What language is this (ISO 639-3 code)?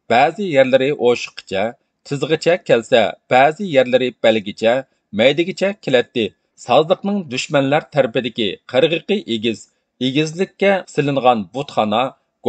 uig